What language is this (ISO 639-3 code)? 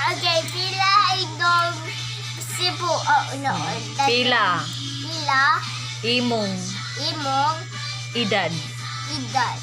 ceb